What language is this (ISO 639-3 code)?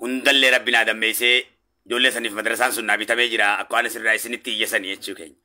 orm